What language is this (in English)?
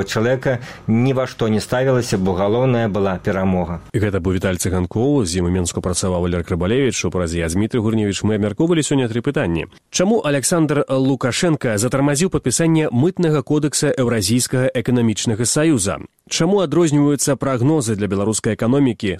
Belarusian